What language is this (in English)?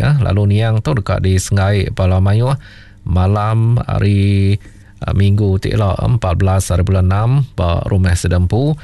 Iban